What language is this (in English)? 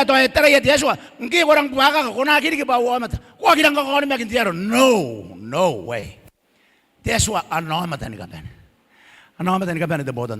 Gilbertese